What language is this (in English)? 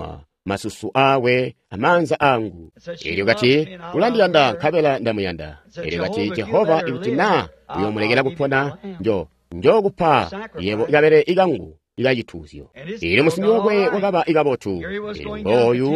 Tonga (Zambia)